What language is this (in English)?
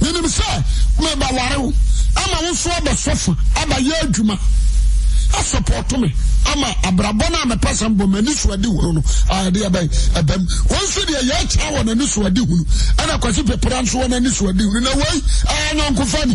Akan